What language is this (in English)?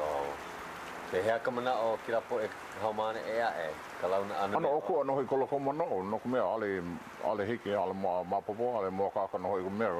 Hawaiian